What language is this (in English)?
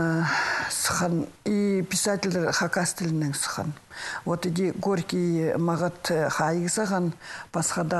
Khakas